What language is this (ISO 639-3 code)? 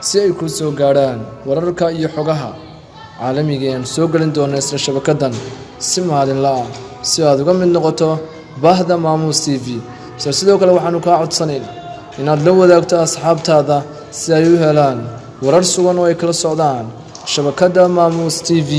som